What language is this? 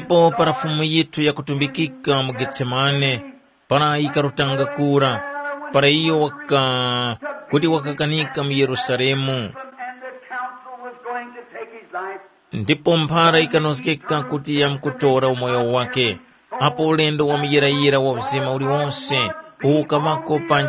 Tumbuka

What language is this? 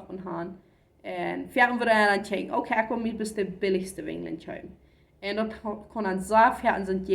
Plautdietsch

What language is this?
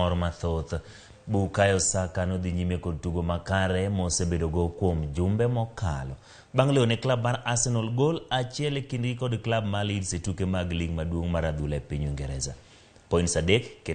Luo (Kenya and Tanzania)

